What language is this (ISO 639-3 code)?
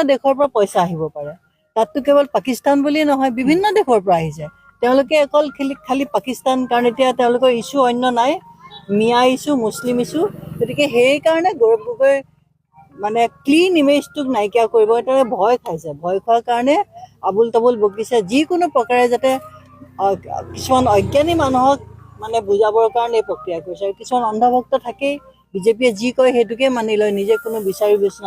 asm